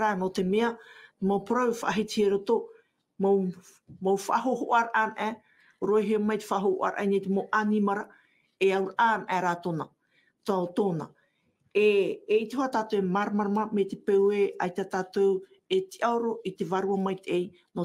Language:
Tahitian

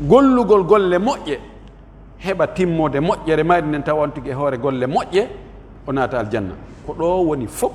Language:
Pular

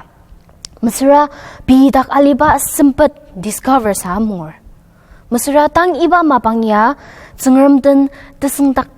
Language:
Ao Naga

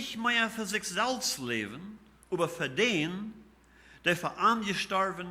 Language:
Plautdietsch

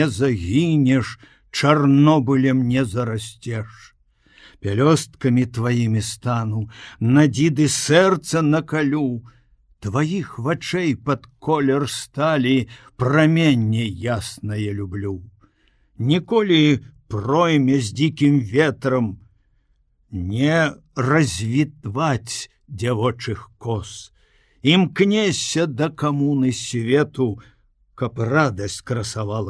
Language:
Belarusian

